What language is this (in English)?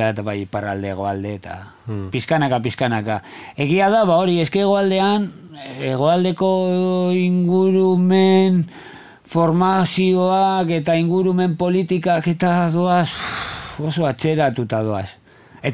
Basque